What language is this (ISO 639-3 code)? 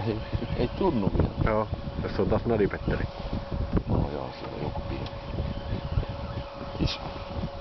fin